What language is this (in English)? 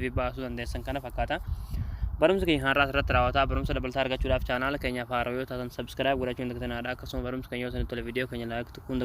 Oromo